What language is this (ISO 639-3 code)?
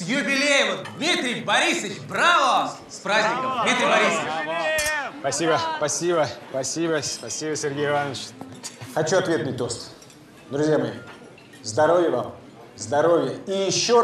rus